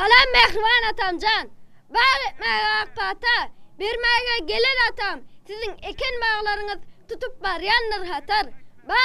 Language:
Turkmen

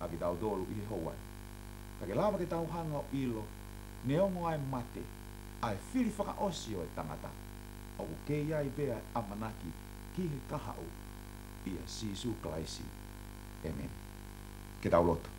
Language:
Tongan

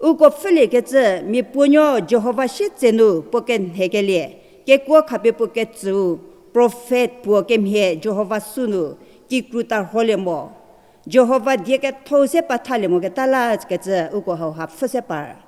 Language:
Angami Naga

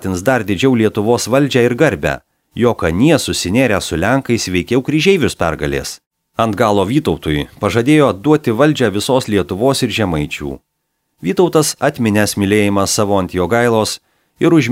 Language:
Lithuanian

